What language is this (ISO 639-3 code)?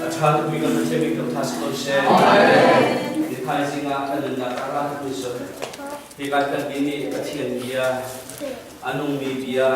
cnh